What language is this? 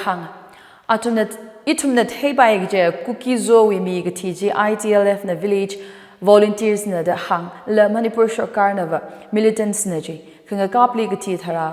Tangkhul Naga (India)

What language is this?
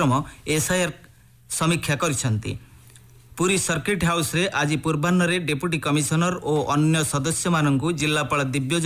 Odia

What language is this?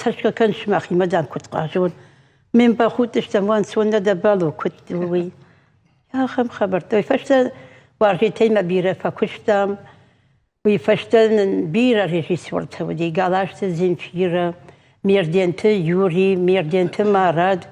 Ossetic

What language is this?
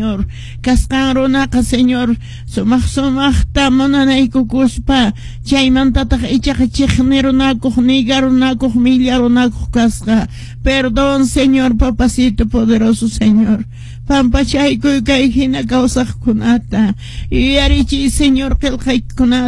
Quechua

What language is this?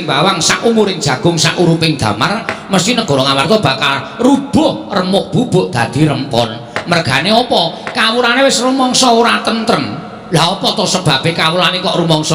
Javanese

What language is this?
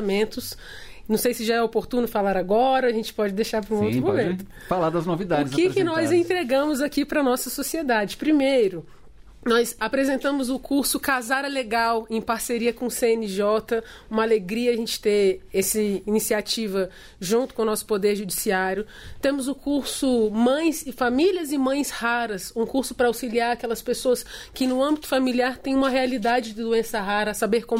Portuguese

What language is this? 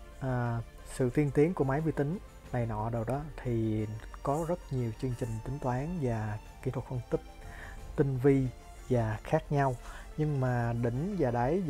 Vietnamese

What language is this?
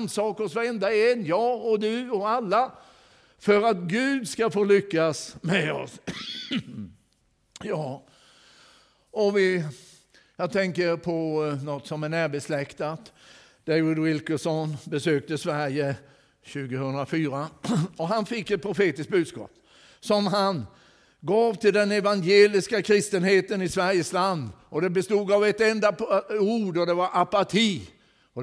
Swedish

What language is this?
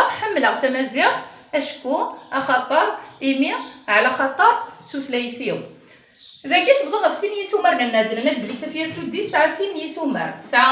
Kabyle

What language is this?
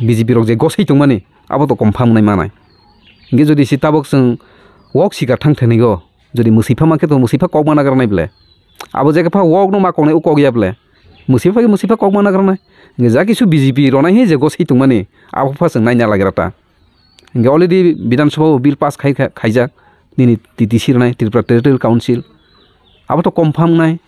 Kok Borok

